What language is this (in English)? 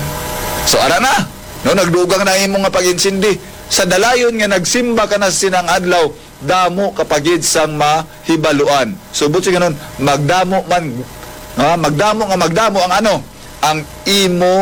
Hiligaynon